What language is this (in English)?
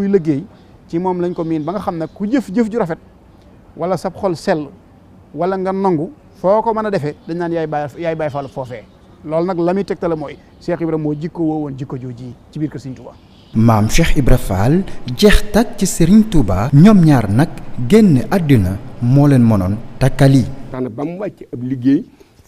Wolof